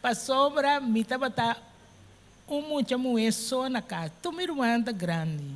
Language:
Papiamento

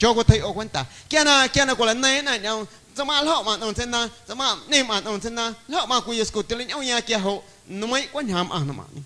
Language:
Guerrero Amuzgo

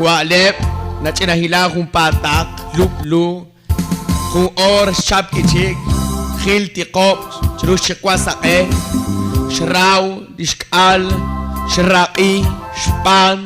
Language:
Kekchí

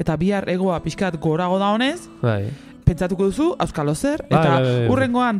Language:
Basque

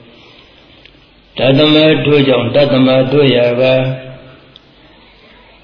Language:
Burmese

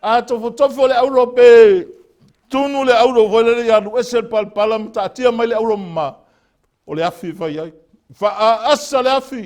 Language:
Samoan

